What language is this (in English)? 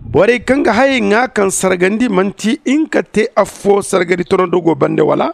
Zarma